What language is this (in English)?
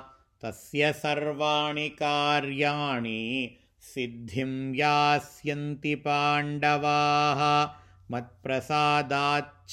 Sanskrit